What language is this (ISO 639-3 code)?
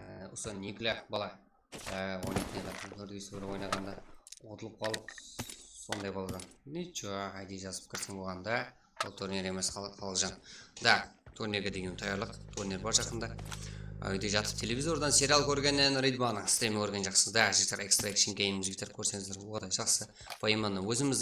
kaa